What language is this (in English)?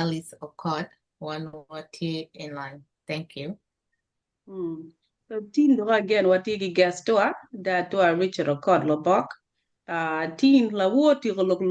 Acoli